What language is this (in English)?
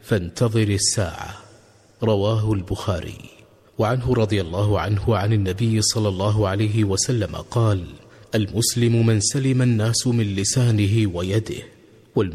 Arabic